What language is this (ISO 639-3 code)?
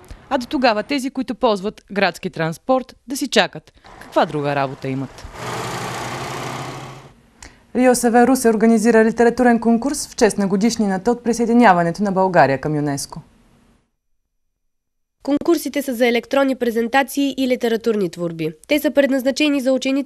bul